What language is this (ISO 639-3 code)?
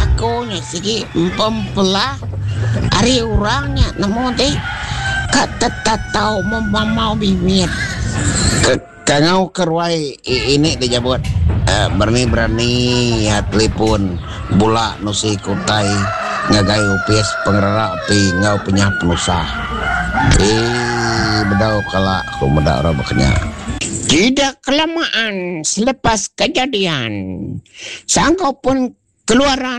iba